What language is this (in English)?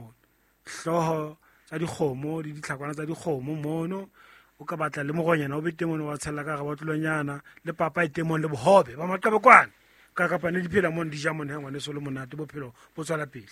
Southern Sotho